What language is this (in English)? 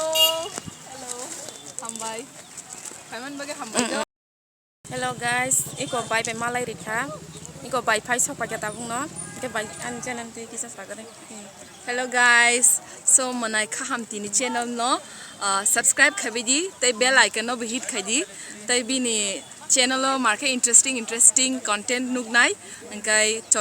Kok Borok